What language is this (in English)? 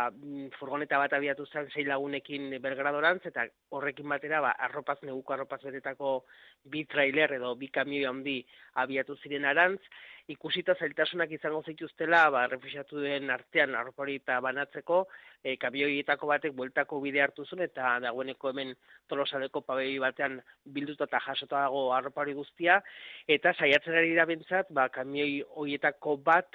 Basque